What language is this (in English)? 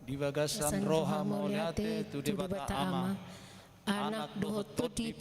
Batak Toba